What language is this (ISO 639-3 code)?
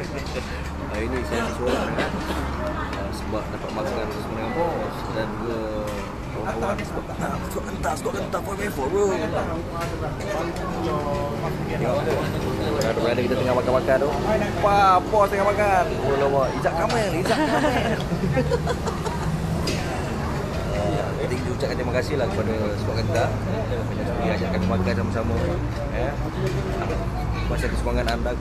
msa